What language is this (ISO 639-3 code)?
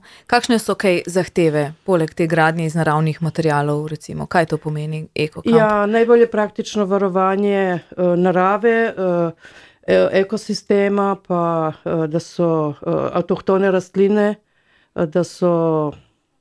slv